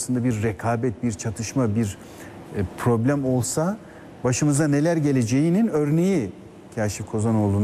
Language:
Turkish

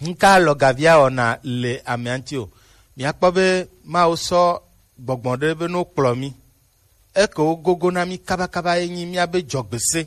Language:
Gen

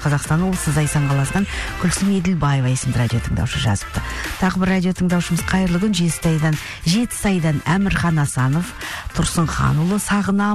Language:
Kazakh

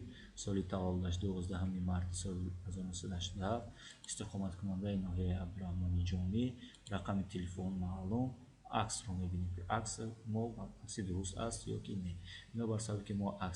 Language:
Tajik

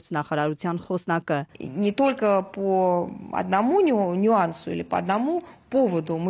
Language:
Armenian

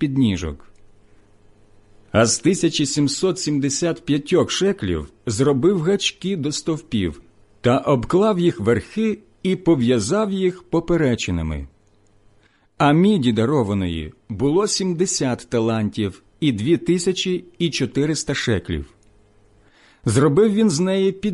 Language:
Ukrainian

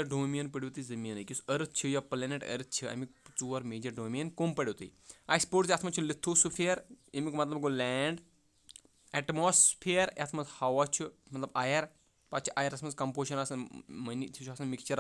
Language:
Kashmiri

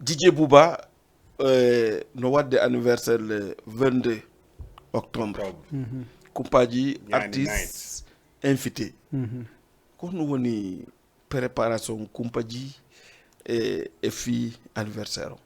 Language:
Fula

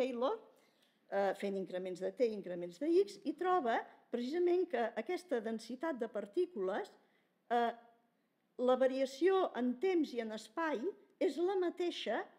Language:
Catalan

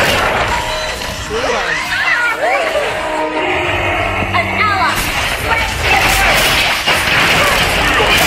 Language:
English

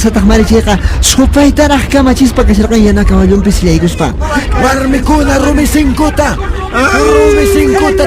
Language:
Quechua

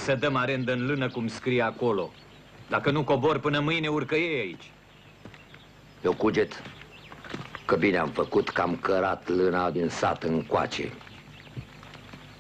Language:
Romanian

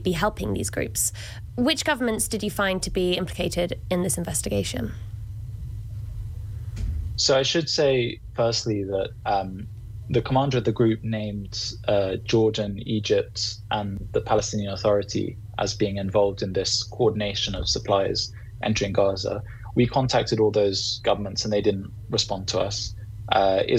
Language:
English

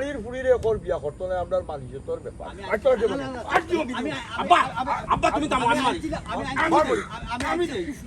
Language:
Sylheti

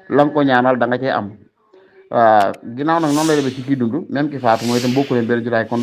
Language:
Wolof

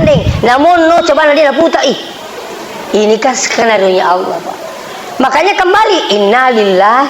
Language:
Buginese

